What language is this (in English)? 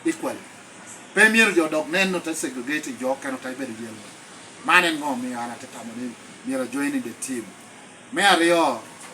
Lango (Uganda)